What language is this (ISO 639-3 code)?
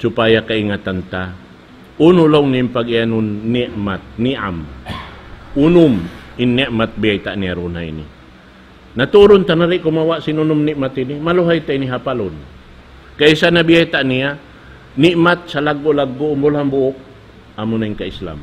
tsg